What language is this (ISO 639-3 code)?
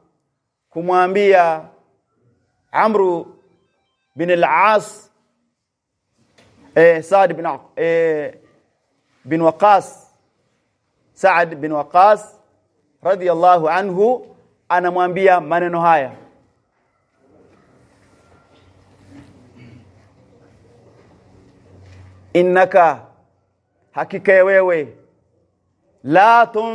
swa